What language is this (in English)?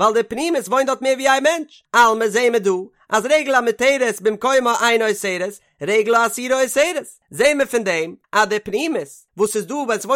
Yiddish